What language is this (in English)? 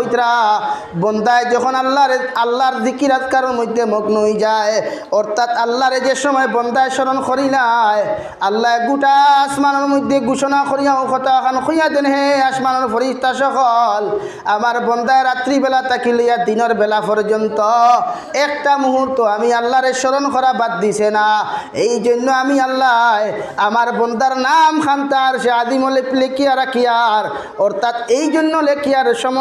Sylheti